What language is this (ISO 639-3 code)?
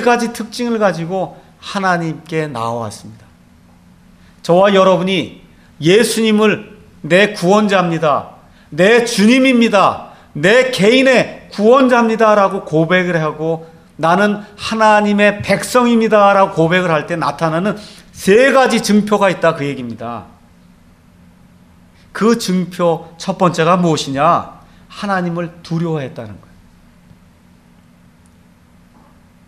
kor